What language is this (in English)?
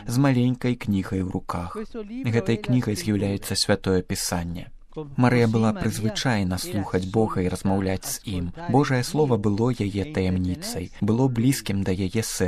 Belarusian